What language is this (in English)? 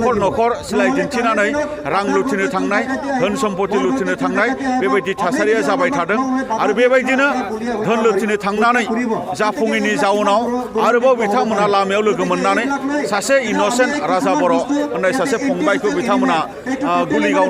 Bodo